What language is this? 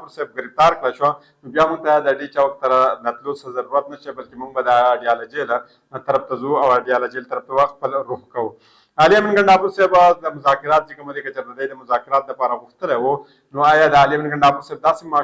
Pashto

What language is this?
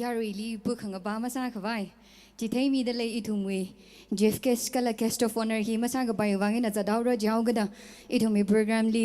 Tangkhul Naga (India)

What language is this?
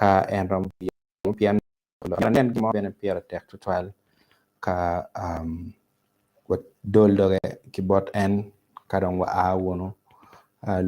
Acoli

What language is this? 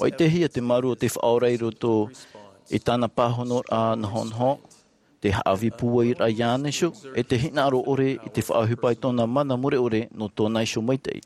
Tahitian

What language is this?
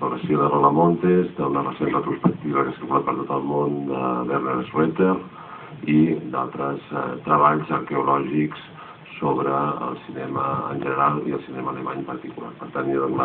Catalan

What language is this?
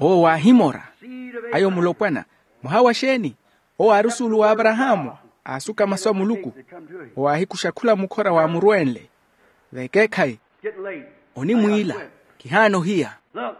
Makhuwa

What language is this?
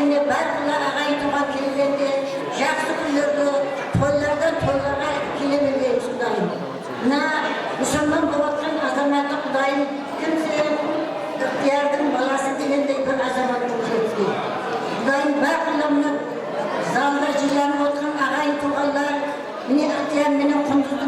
Kara-Kalpak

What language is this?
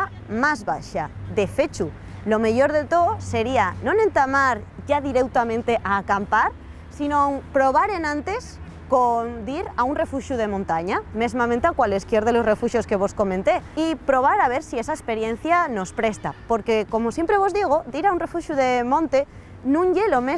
Asturian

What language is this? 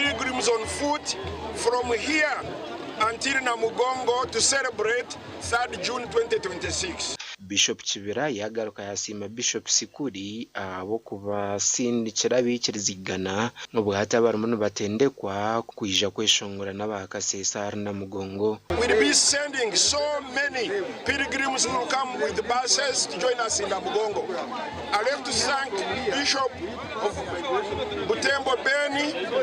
Nyankole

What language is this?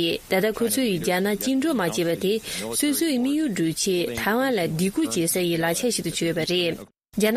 Tibetan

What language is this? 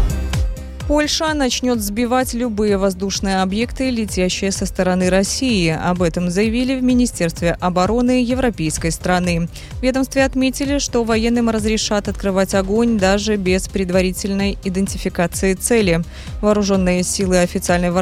Russian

